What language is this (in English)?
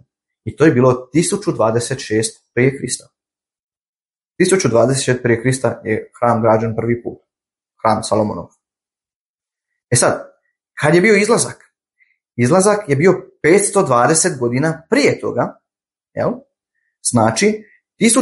Croatian